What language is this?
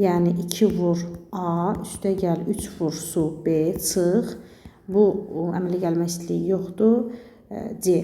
Azerbaijani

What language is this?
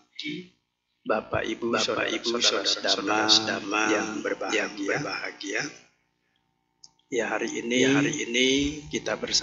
Indonesian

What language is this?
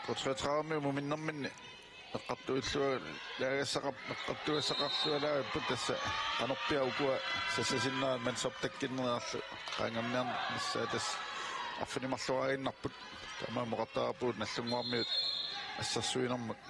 Kalaallisut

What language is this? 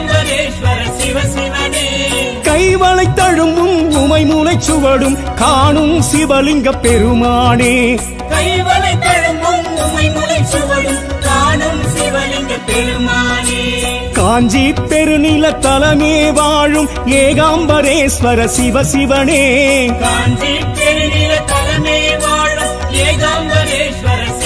Tamil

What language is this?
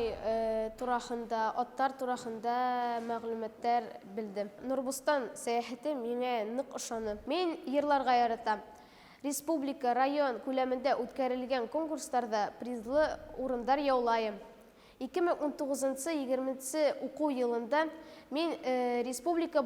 Bashkir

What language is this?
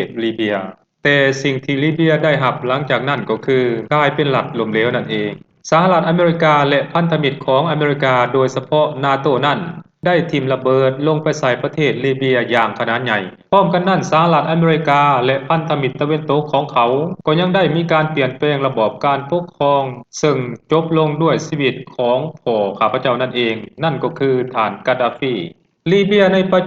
Lao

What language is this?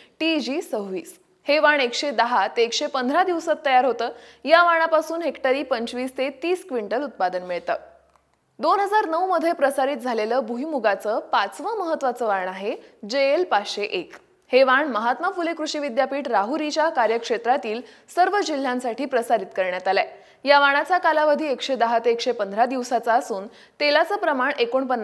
Marathi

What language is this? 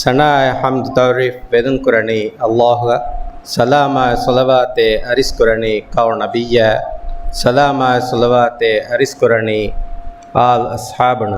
Divehi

